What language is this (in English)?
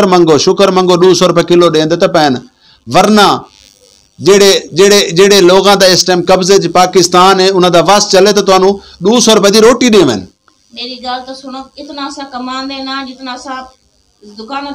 Saraiki